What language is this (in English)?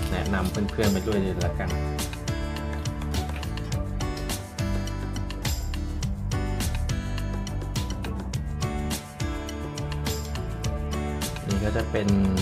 Thai